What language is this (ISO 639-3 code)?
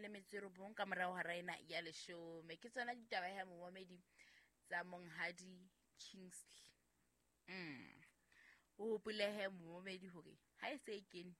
sot